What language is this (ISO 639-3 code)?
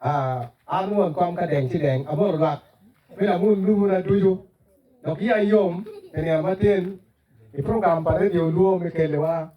ach